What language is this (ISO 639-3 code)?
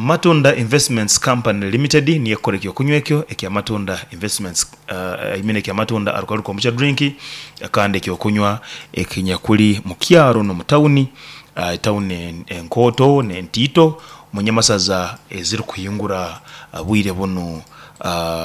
nyo